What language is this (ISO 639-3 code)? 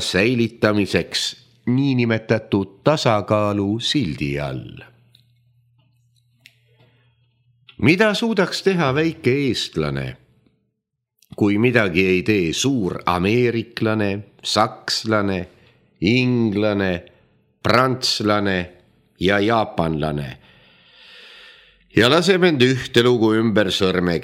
est